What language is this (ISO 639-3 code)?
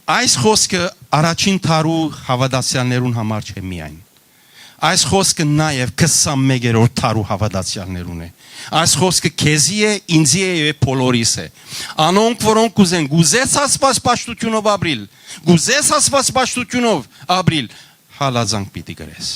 hyw